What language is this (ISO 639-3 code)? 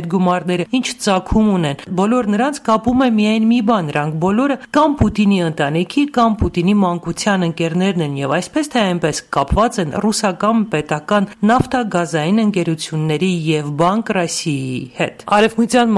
hye